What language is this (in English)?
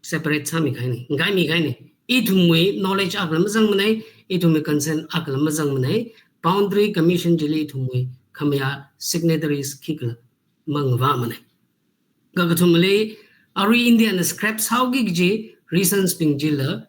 Tangkhul Naga (India)